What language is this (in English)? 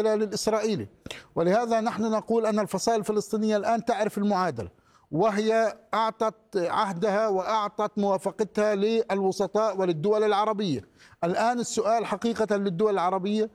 Arabic